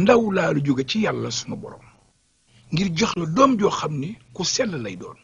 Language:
Wolof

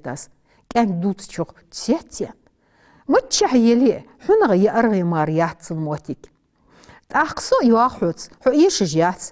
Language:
Ingush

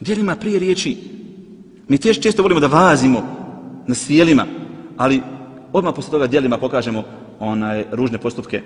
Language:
Bosnian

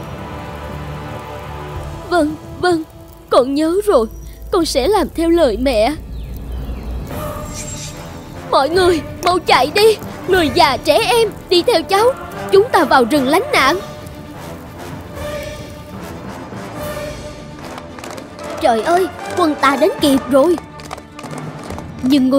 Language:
Vietnamese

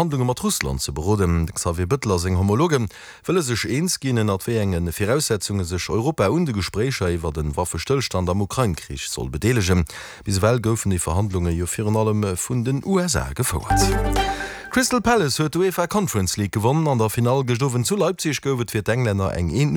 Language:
Luxembourgish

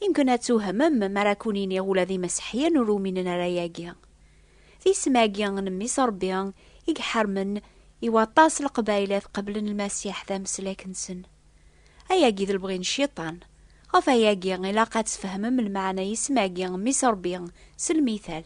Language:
Kabyle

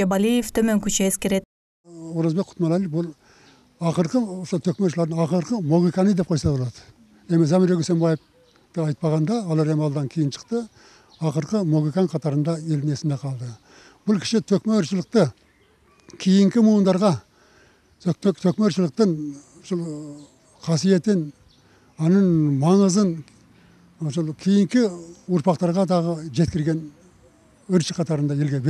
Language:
Kyrgyz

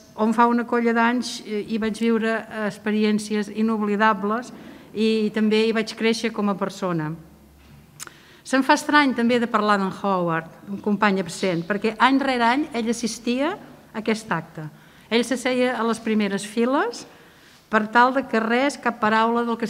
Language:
Catalan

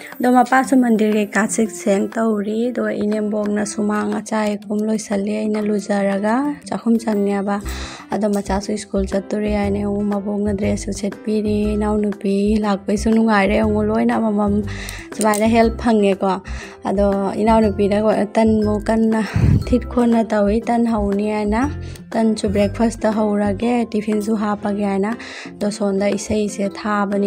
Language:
Manipuri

